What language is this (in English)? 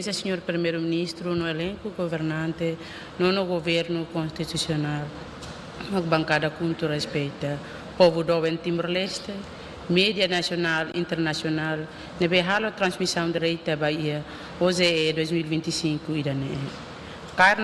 Tetum